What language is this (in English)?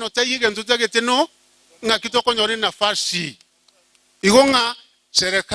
Gusii